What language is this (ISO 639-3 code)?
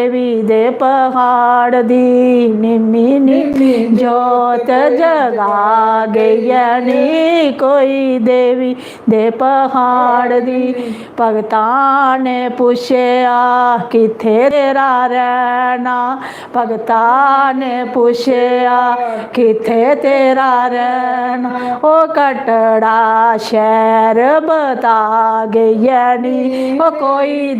doi